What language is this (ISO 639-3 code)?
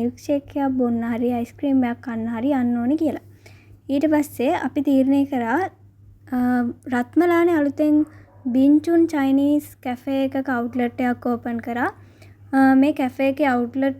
sin